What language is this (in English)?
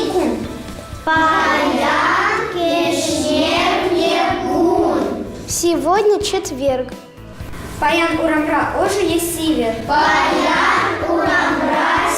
Chuvash